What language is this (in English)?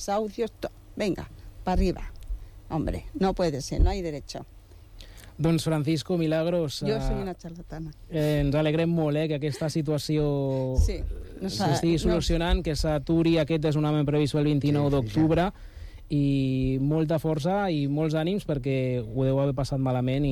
Catalan